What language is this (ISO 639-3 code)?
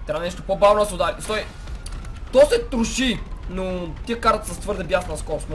bul